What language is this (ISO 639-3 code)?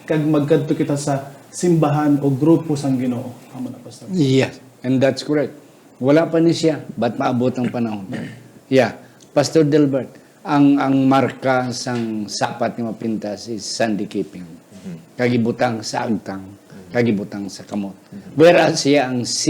hil